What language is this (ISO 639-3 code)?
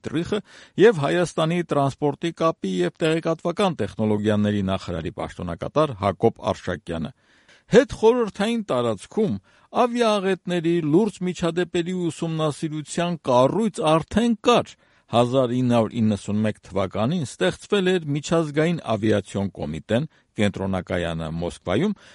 hye